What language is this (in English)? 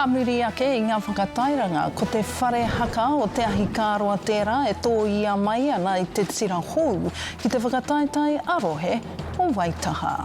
Māori